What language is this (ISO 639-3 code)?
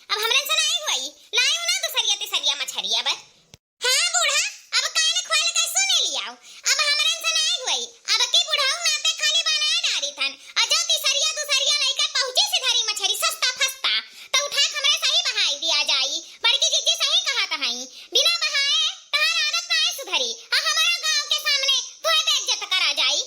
awa